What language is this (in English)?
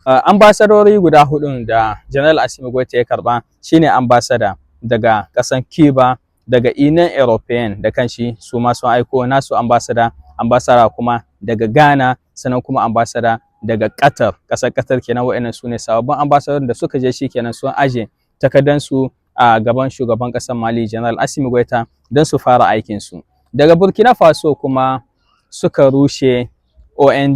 Hausa